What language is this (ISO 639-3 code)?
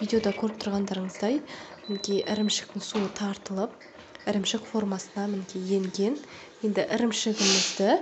kaz